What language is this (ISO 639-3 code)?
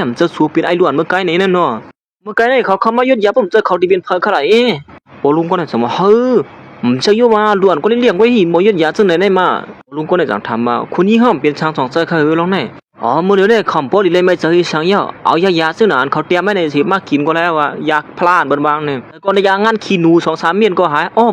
shn